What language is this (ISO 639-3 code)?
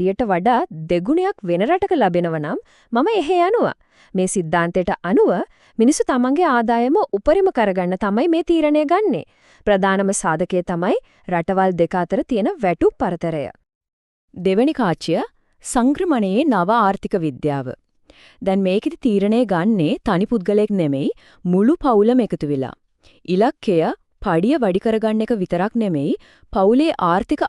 sin